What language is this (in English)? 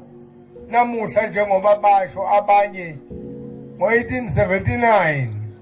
Zulu